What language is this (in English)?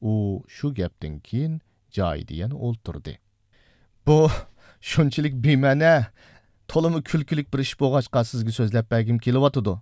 Uyghur